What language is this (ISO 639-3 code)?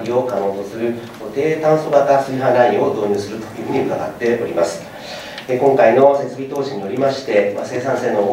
jpn